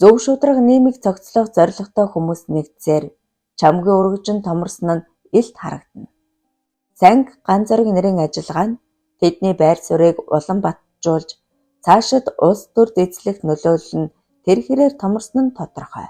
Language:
Mongolian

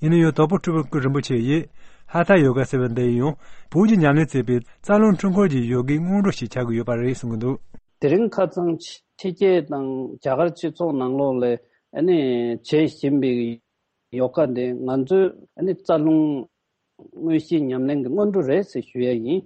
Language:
Tibetan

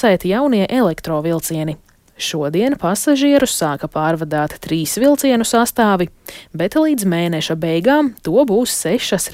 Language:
Latvian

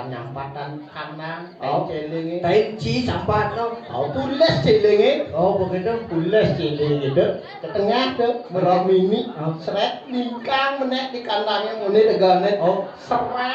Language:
Balinese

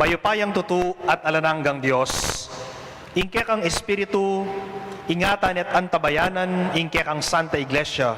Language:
Pampanga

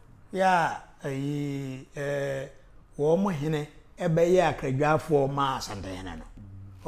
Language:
Akan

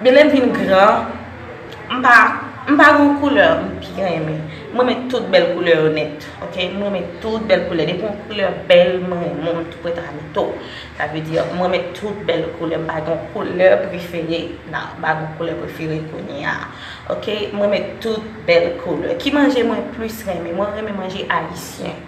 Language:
Haitian Creole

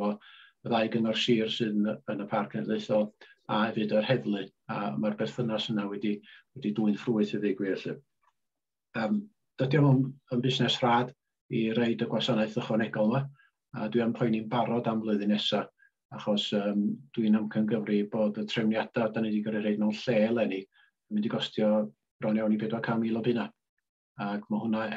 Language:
Welsh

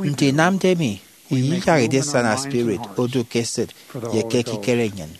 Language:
Efik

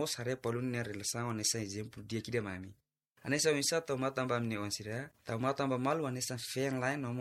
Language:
Tetum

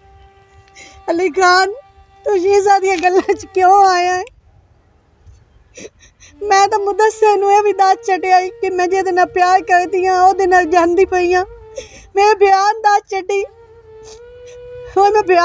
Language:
Punjabi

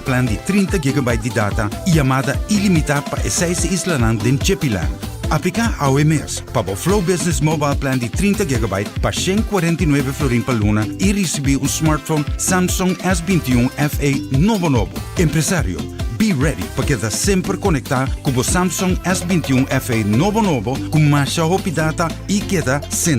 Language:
Papiamento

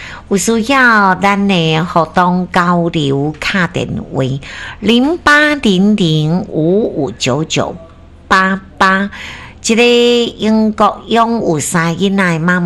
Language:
Min Nan Chinese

